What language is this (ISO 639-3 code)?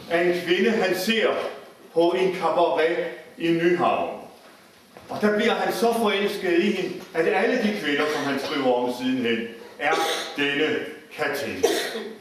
dan